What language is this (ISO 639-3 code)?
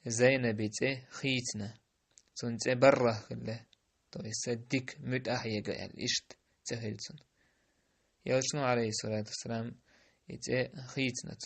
che